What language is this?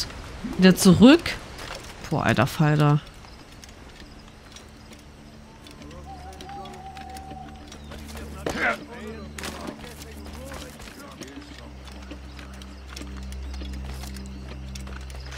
German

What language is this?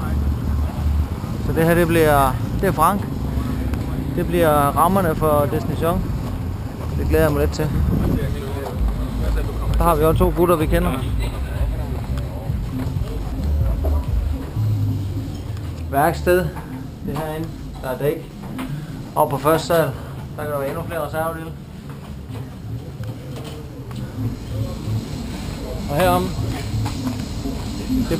Danish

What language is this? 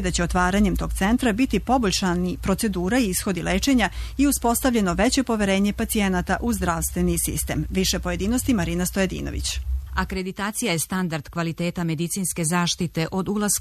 Serbian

